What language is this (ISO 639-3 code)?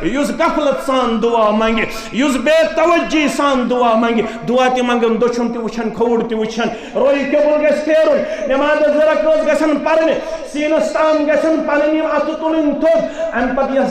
kas